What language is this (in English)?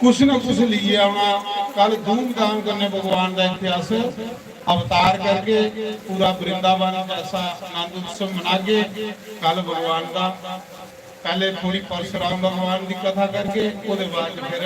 Dogri